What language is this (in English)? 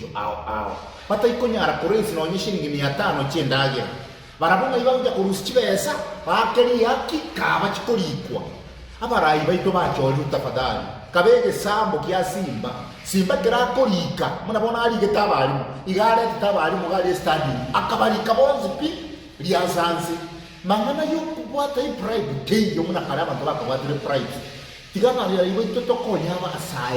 Gusii